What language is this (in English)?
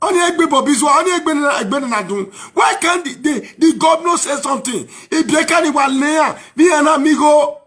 Nigerian Pidgin